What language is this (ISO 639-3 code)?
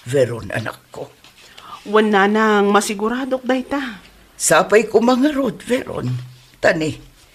ilo